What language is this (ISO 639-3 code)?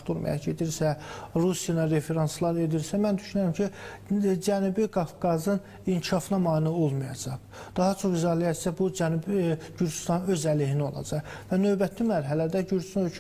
aze